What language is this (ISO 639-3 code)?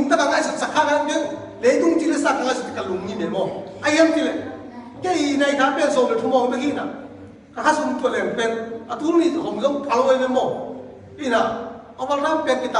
ctd